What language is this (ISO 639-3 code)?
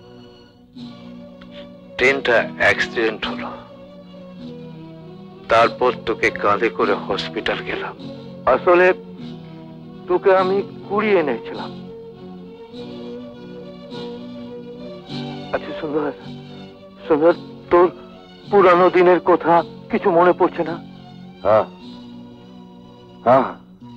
ben